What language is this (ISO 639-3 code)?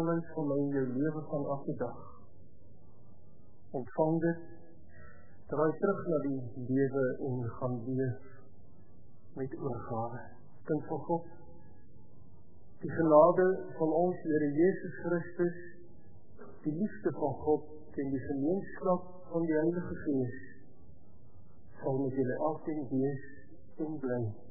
afr